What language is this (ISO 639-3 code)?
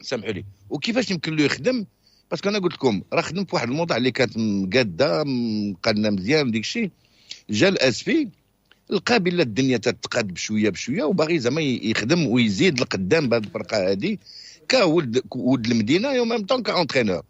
ary